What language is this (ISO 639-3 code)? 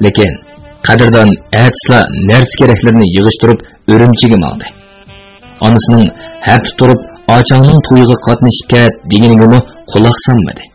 uig